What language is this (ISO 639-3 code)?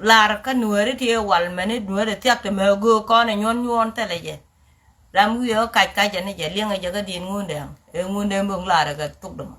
nus